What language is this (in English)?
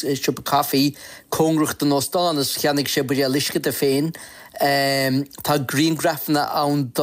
Irish